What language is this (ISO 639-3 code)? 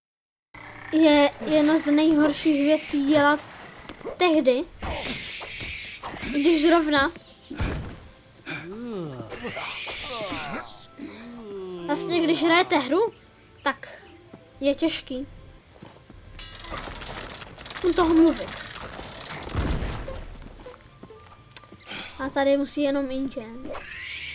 ces